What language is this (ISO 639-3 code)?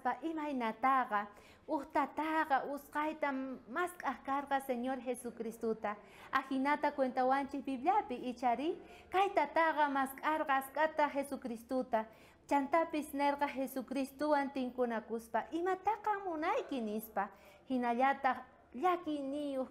quh